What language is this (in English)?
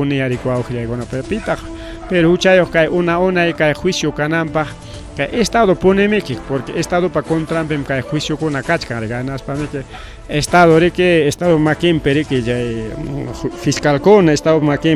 Ayacucho Quechua